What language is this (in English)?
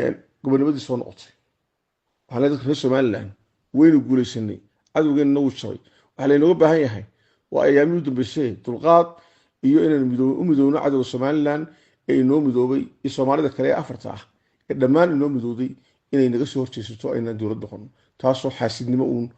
Somali